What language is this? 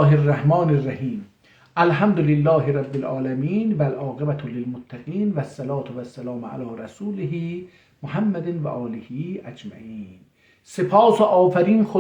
South Azerbaijani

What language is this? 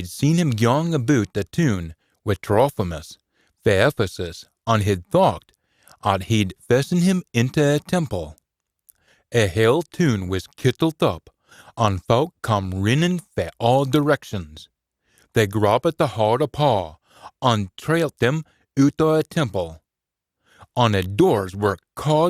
Scots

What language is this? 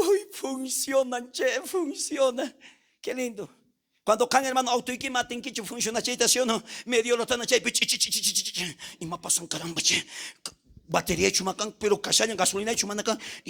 South Bolivian Quechua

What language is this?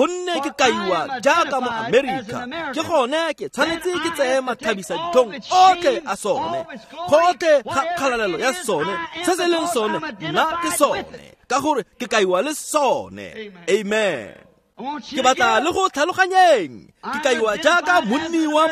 Tswana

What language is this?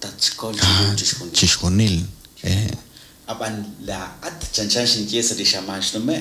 Kekchí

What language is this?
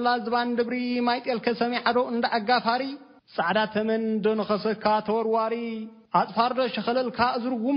Tigrinya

